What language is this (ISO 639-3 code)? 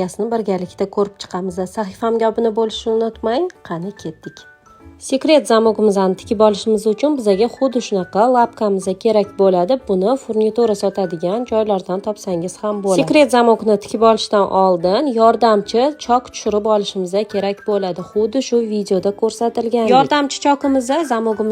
uzb